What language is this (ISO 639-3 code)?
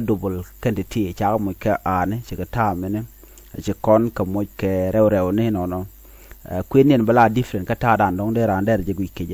nus